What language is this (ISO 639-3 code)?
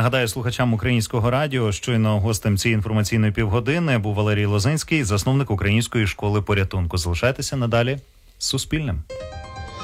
ukr